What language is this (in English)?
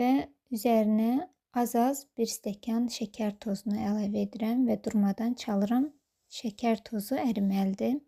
Azerbaijani